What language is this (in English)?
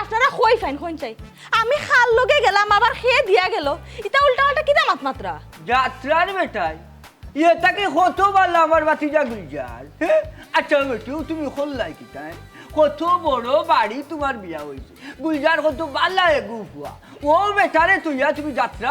Sylheti